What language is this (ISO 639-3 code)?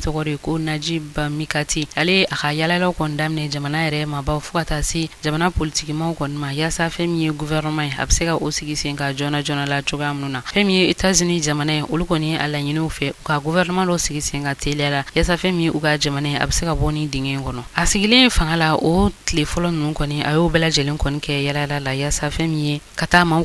bam